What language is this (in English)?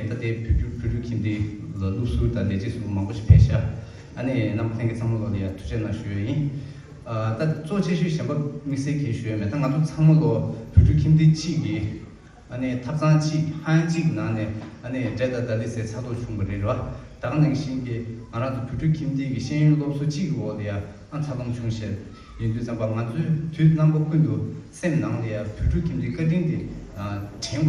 Tibetan